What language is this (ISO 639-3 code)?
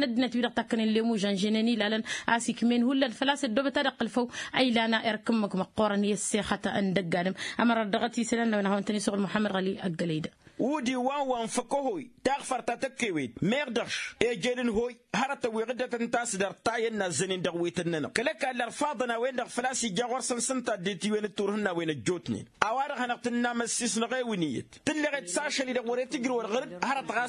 taq